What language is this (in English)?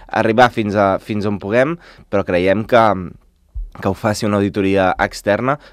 Catalan